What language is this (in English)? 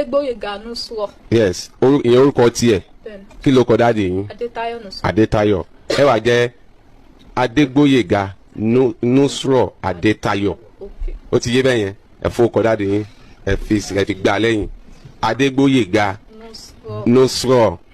Yoruba